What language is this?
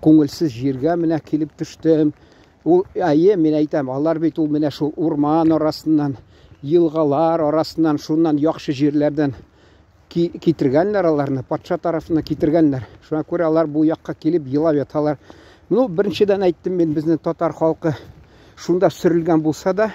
Tatar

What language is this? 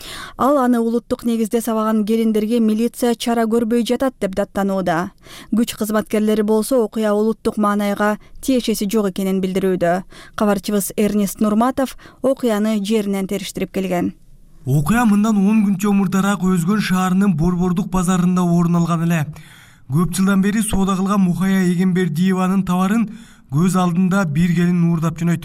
Kyrgyz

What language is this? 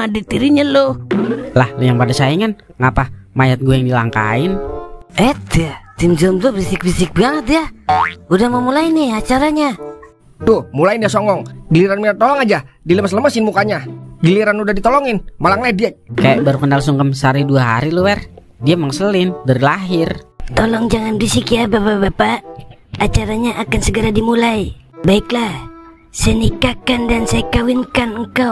Betawi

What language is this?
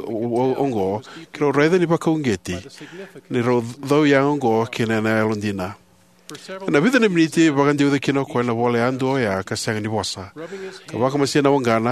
Fijian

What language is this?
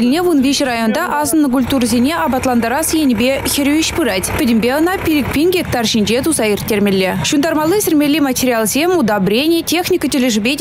Chuvash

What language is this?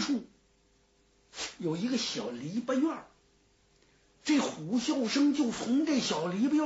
Chinese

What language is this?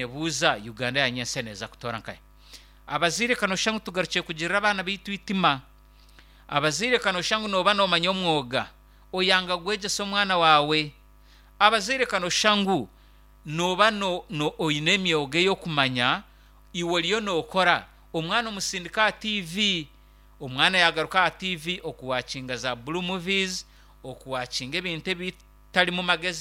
Nyankole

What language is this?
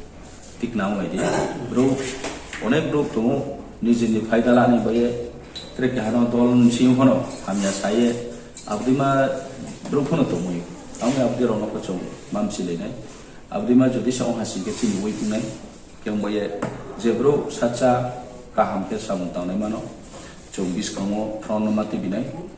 Riang (India)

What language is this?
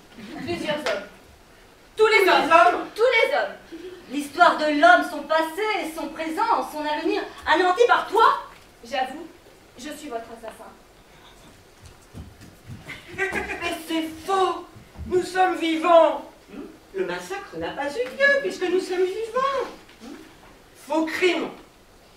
French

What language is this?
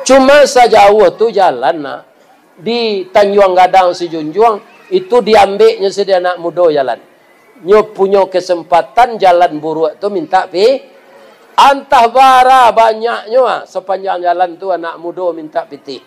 Minangkabau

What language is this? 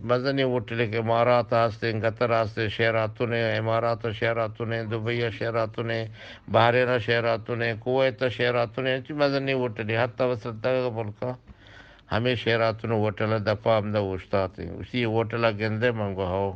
Eastern Balochi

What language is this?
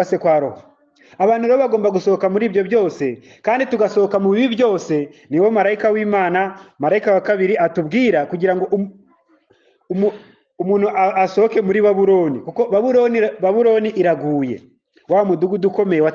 Kinyarwanda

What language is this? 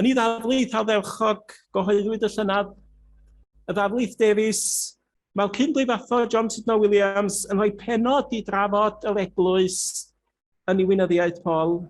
Welsh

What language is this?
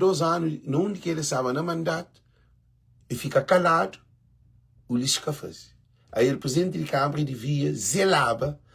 Kabuverdianu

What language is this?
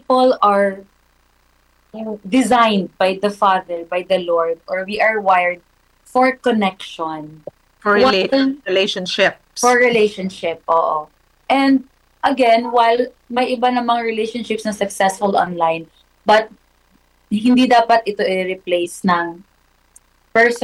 Filipino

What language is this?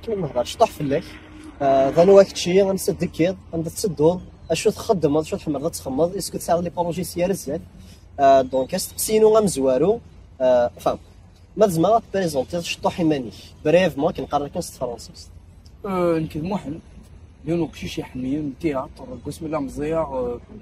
Kabyle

